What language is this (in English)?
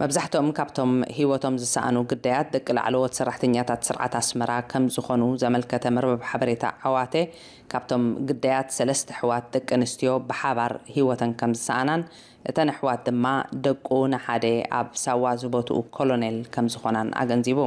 Tigrinya